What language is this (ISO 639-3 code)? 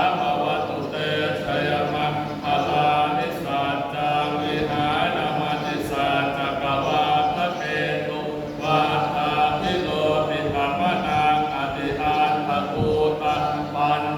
pli